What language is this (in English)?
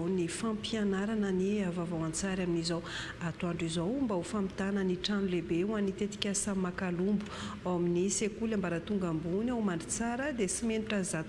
Malagasy